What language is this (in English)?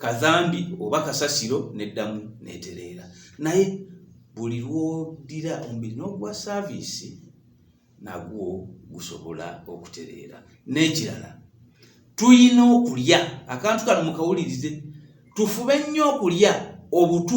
Ganda